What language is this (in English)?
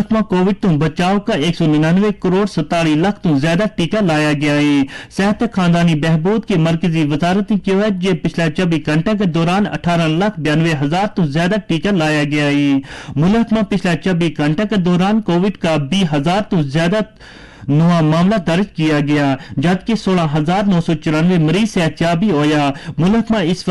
Gujari